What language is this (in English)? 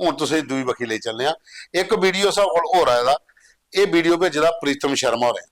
Dogri